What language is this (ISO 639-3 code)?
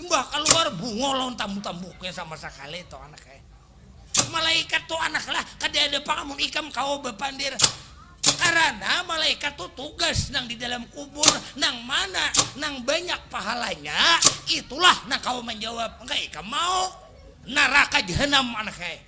bjn